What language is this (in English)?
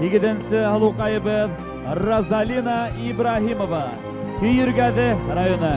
Bashkir